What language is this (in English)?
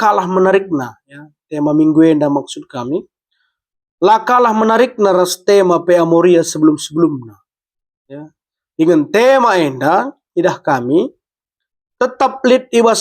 Batak Karo